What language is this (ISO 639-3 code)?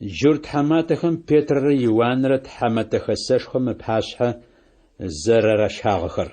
ady